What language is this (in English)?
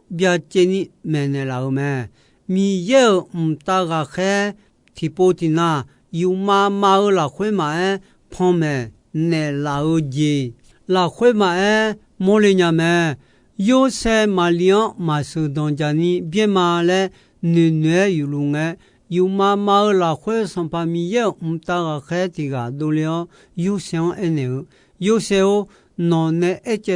Akha